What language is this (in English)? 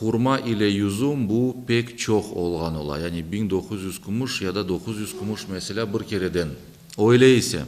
Crimean Tatar